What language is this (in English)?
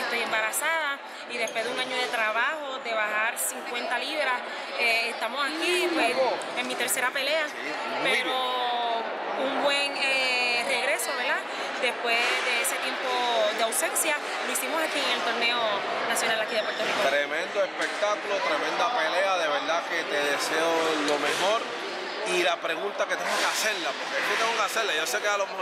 Spanish